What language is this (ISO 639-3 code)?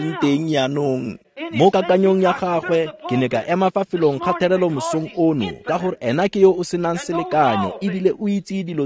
tsn